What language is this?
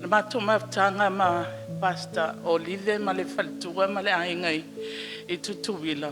Samoan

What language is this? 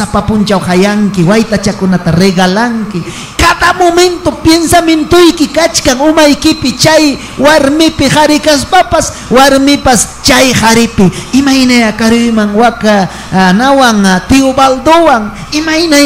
Ayacucho Quechua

